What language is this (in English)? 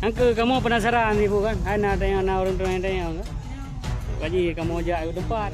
Achinese